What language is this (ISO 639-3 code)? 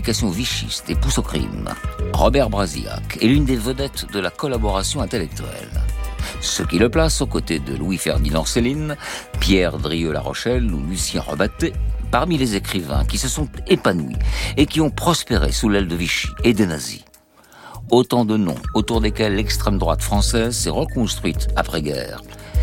fra